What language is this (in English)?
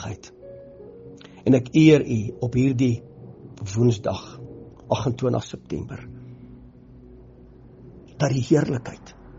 Afrikaans